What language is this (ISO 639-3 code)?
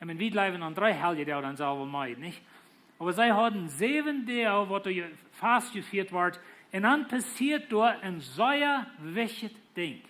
pdt